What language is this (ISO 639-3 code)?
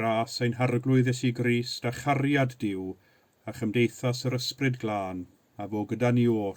cym